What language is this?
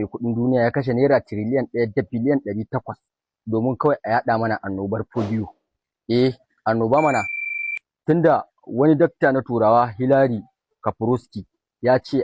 Hausa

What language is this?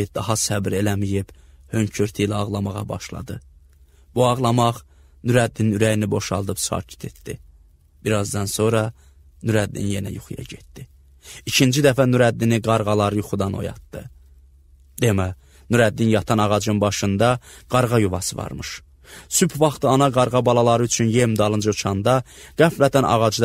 Azerbaijani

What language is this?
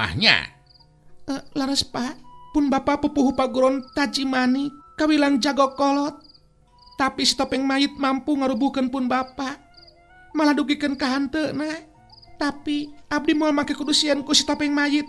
Sundanese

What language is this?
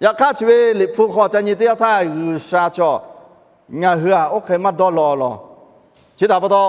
Lahu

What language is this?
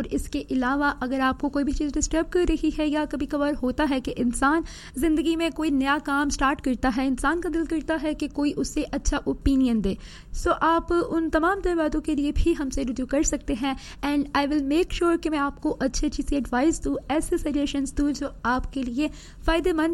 Urdu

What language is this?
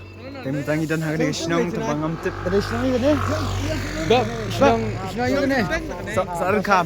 Khasi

